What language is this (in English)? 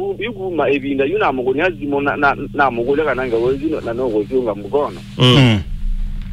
Kamba